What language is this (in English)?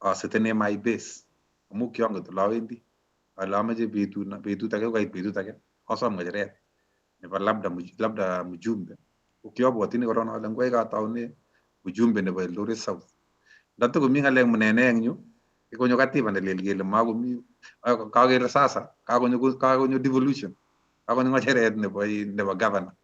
Kalenjin